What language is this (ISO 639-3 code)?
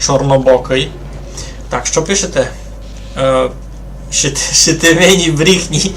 rue